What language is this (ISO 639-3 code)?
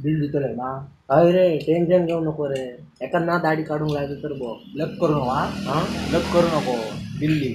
kok